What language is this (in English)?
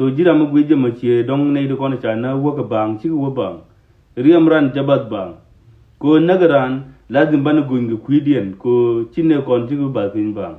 Nuer